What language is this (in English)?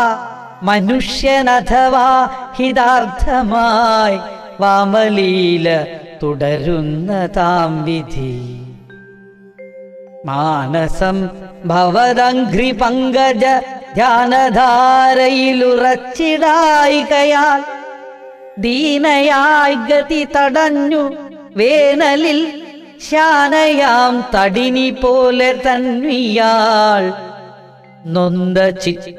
Malayalam